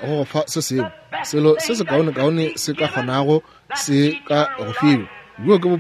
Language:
Northern Sotho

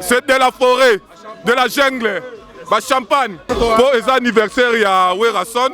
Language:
Lingala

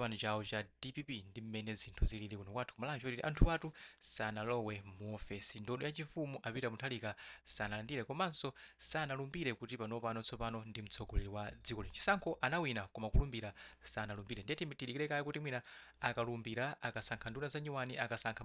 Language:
Nyanja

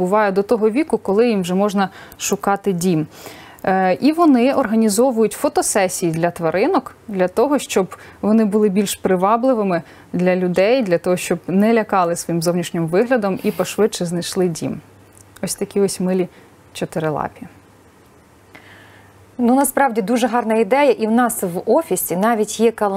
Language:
Ukrainian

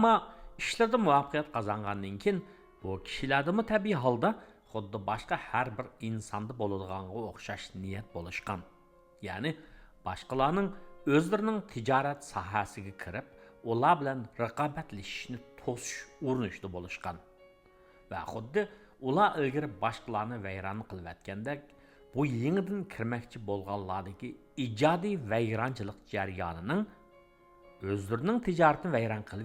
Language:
Uyghur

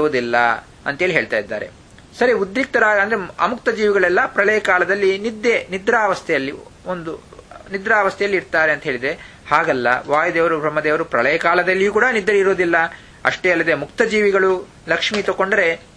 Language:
Kannada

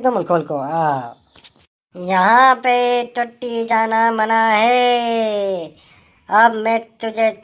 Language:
Rajasthani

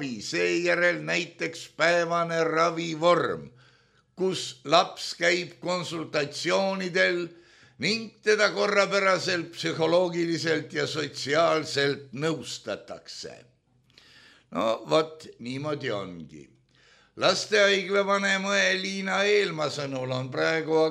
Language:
Estonian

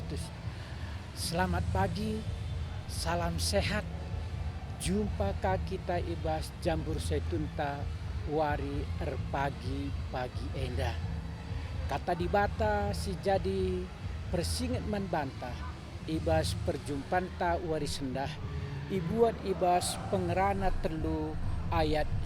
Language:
Batak Karo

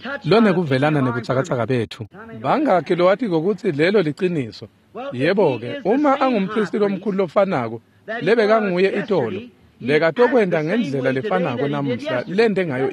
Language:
Swati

